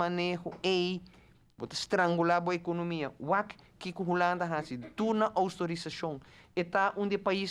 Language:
Papiamento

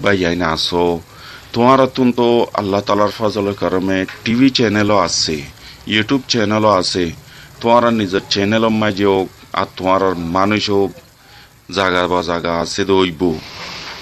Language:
Rohingya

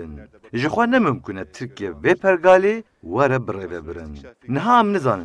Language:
Kurdish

